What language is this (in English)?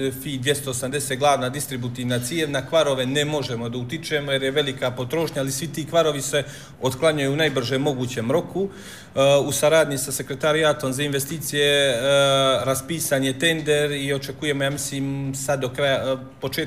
Bosnian